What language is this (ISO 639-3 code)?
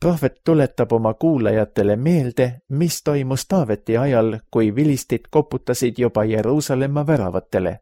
est